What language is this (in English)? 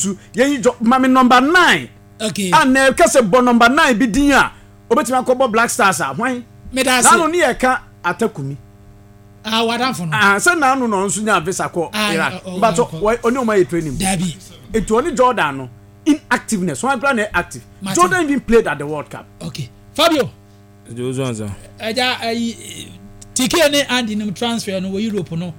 Akan